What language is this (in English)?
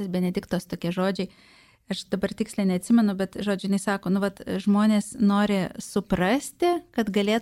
Lithuanian